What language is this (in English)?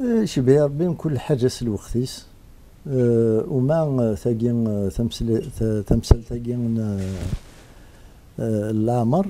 Kabyle